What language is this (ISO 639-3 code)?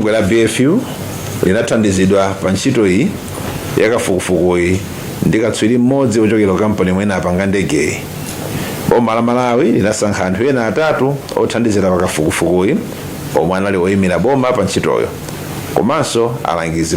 nya